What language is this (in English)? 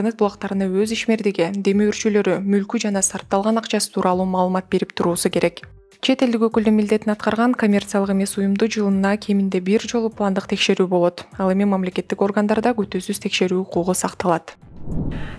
Kyrgyz